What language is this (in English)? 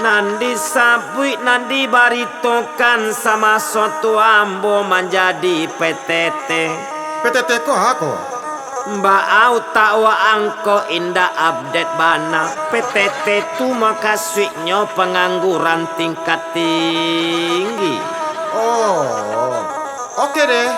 Minangkabau